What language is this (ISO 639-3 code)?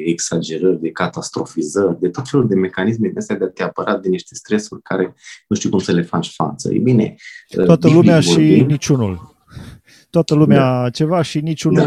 ron